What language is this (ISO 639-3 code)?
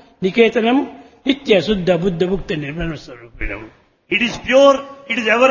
tel